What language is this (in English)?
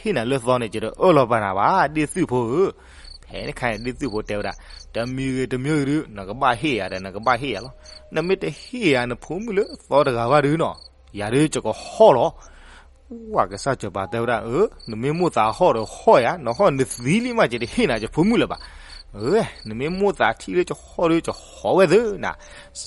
S'gaw Karen